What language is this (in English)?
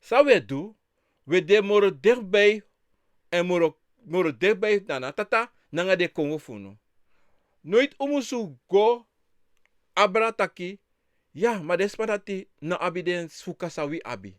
Sranan Tongo